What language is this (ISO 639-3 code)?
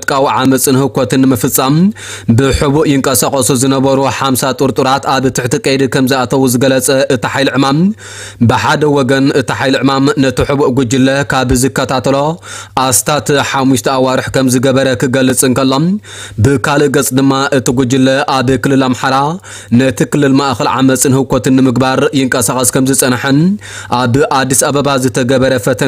tir